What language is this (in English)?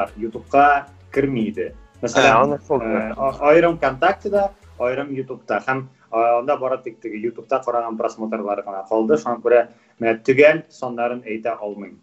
Tatar